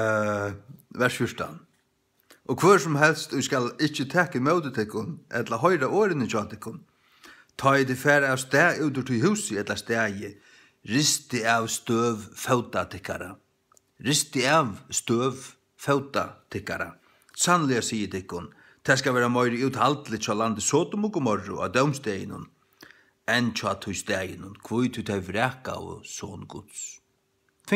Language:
Faroese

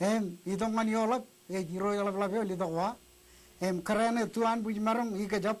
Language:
Marshallese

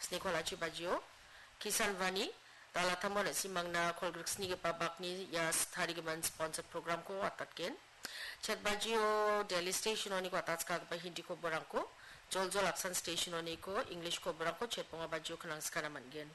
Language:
Garo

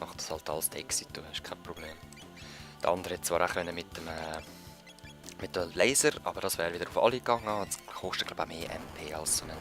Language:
Swiss German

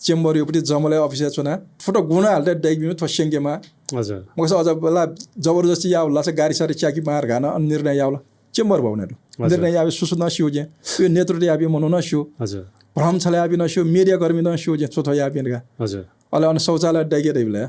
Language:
Newari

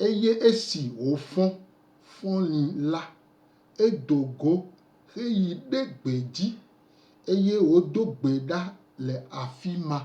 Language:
Gen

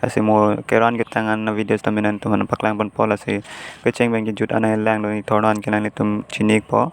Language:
Karbi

